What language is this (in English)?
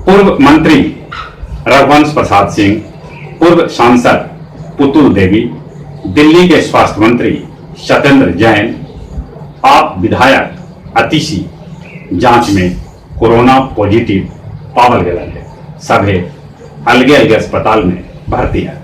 Magahi